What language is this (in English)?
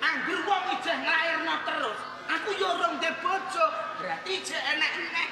Javanese